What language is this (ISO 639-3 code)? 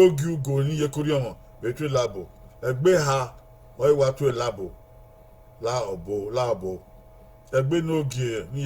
bin